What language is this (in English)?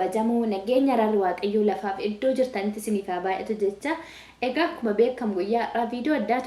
Oromo